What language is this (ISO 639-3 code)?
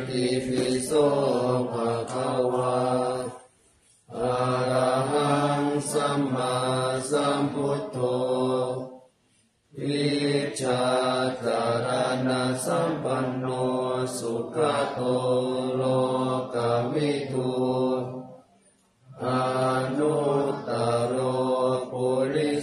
tha